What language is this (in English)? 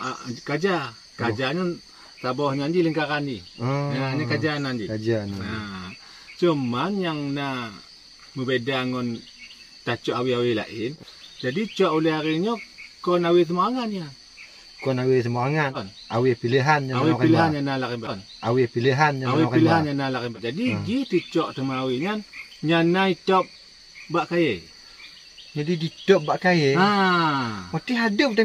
Achinese